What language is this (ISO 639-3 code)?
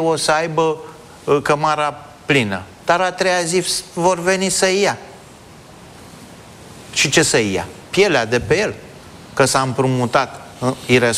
ron